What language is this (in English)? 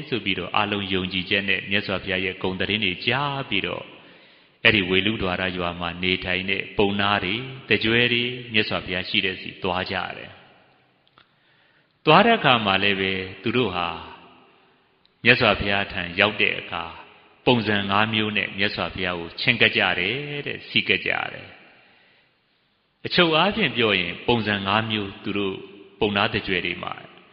Burmese